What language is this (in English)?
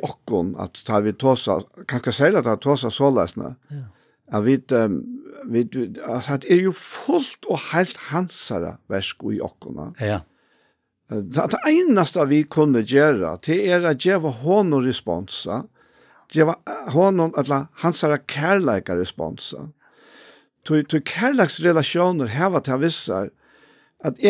Faroese